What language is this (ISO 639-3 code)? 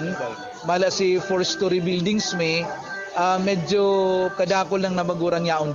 bik